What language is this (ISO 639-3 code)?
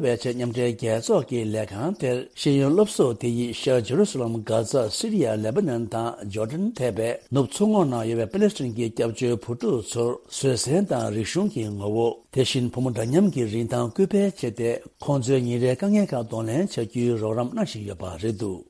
bod